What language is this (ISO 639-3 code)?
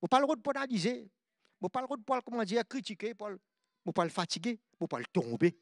mfe